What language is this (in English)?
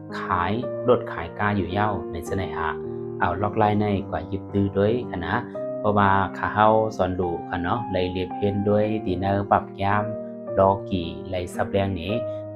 Shan